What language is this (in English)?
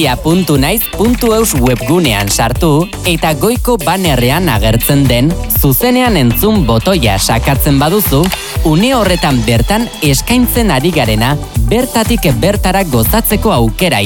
Basque